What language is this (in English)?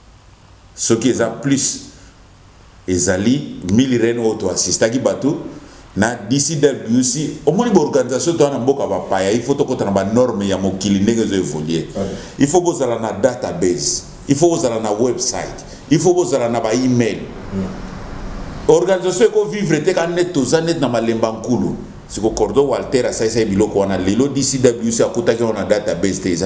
Lingala